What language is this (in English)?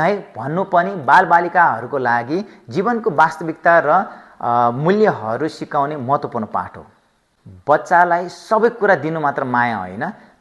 Nepali